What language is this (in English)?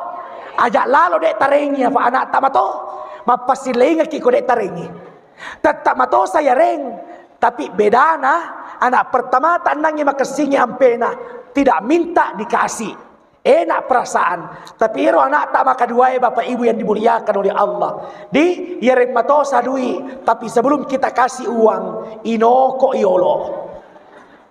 Buginese